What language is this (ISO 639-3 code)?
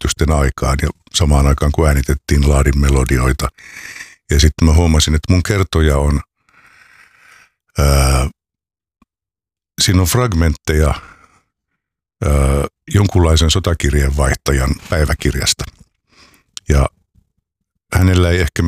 fin